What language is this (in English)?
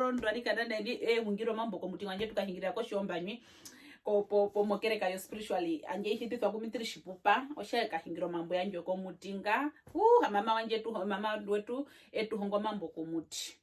Herero